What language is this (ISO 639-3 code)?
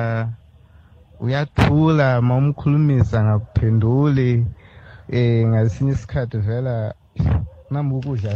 nbl